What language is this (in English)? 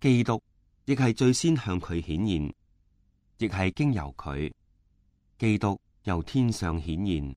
Cantonese